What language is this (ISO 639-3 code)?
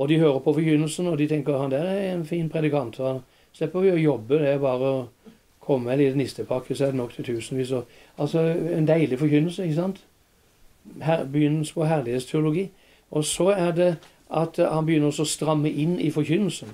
nor